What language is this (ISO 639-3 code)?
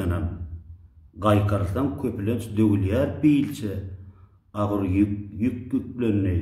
tuk